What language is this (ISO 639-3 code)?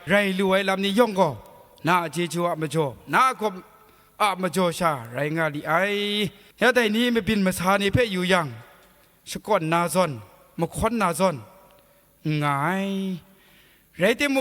kac